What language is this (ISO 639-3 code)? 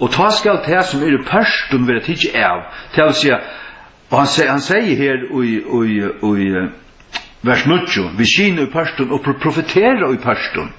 fao